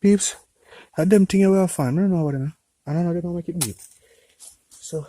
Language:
Jamaican Creole English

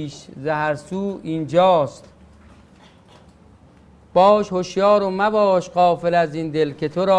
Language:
Persian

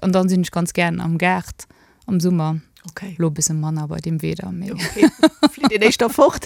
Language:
Luxembourgish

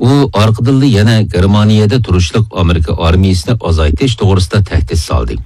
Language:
Uyghur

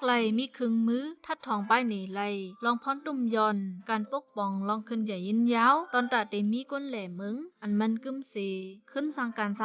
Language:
Shan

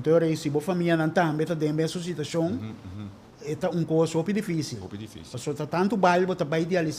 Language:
Papiamento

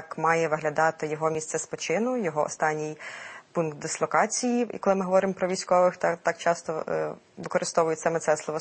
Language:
Ukrainian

